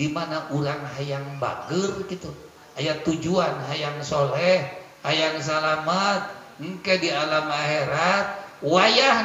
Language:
Sundanese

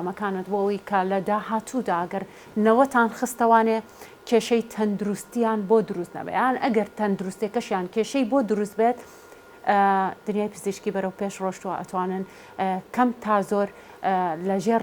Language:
Central Kurdish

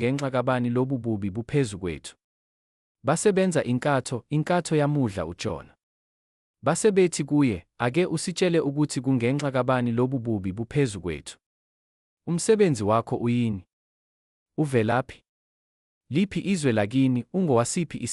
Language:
Zulu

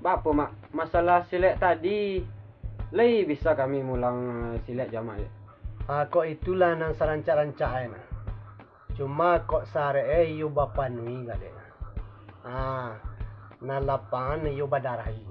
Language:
Minangkabau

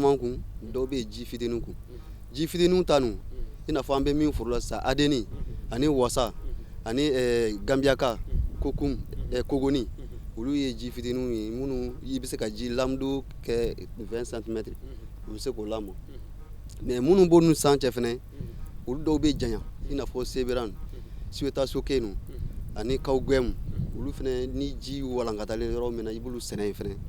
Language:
Bambara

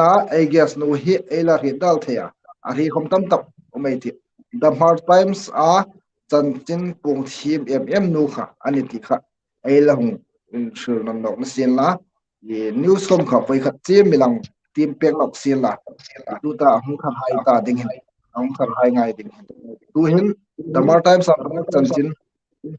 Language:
Hmar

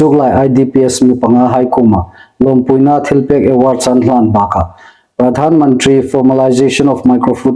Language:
Hmar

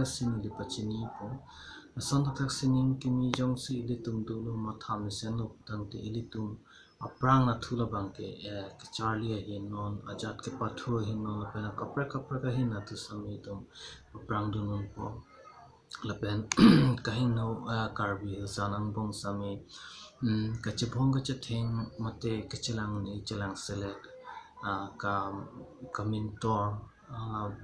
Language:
Karbi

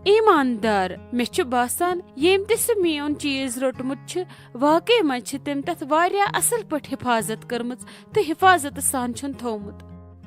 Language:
Kashmiri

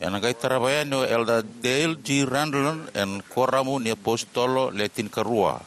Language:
Fijian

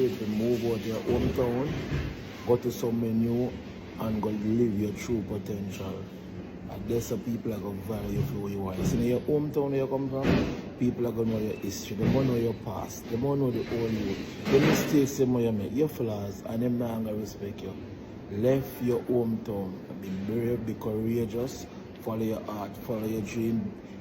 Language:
Jamaican Creole English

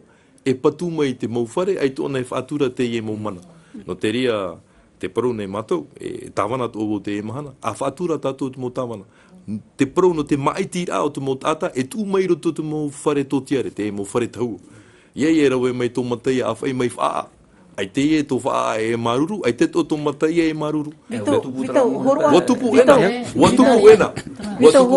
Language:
Tahitian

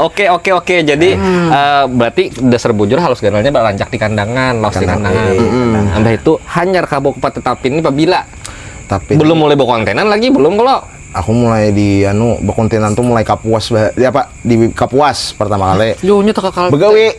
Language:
Banjar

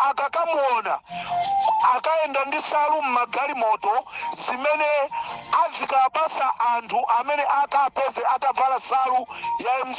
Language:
Nyanja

